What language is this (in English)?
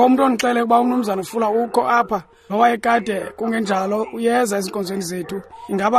Xhosa